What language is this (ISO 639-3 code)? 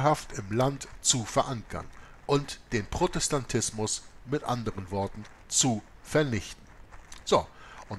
deu